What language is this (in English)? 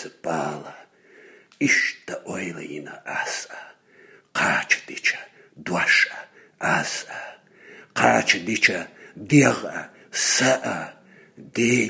Chechen